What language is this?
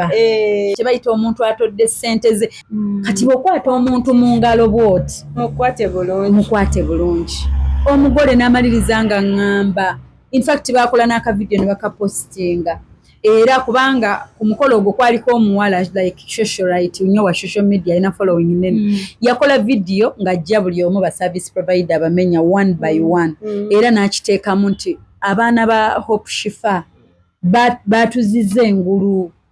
Ganda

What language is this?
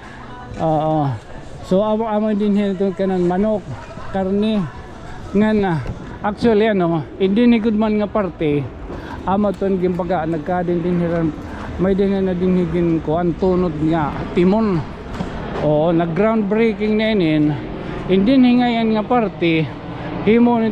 Waray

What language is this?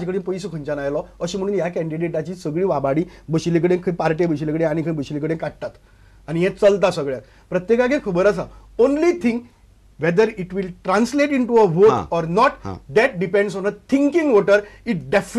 Konkani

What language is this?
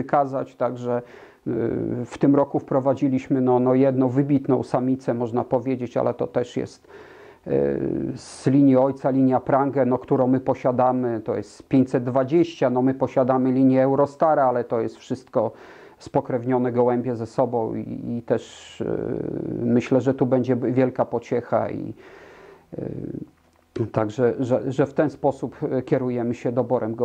Polish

